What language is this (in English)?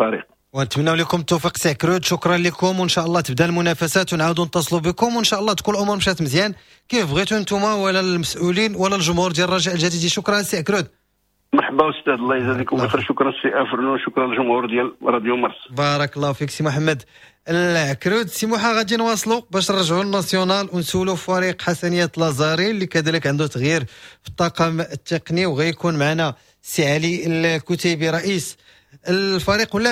Moroccan Arabic